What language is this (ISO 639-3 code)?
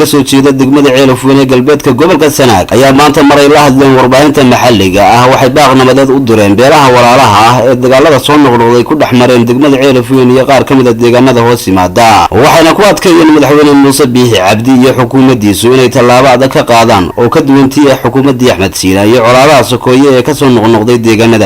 som